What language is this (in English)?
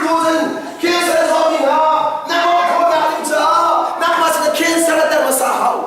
Hakha Chin